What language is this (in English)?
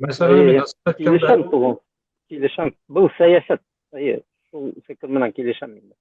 Bashkir